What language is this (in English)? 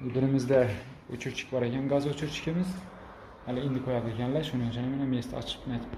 Uzbek